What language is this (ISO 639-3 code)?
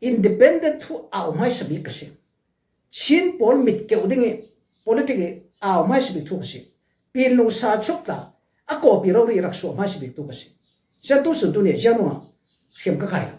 cfm